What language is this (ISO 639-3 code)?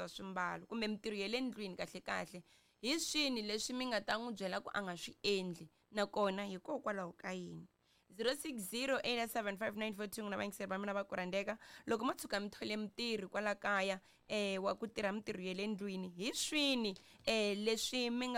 tso